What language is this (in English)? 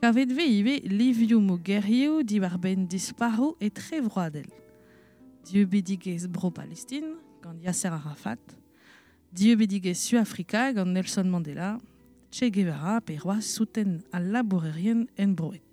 Breton